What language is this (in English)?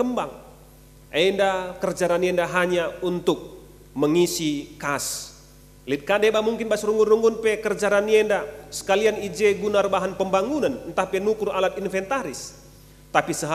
Batak Karo